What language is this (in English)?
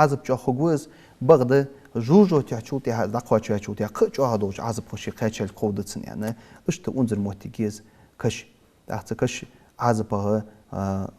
Ingush